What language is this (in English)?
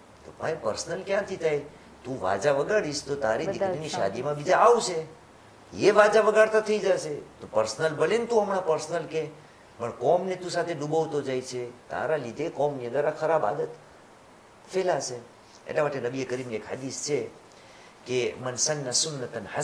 Gujarati